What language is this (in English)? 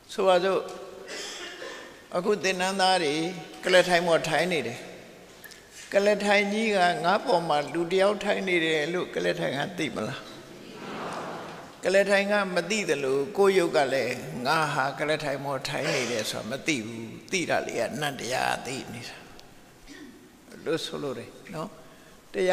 Burmese